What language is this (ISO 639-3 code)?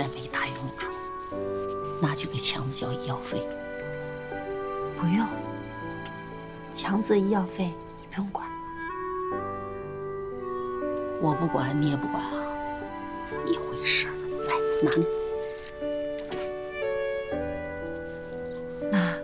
zho